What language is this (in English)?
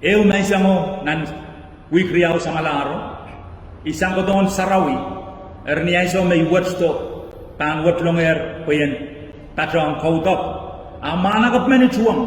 Pohnpeian